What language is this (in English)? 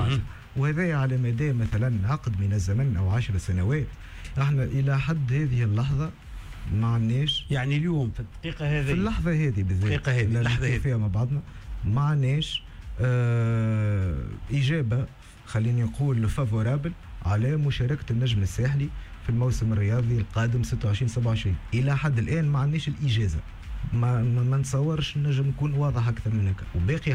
Tunisian Arabic